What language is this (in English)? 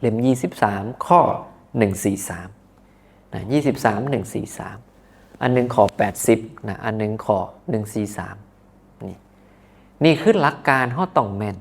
Northeastern Thai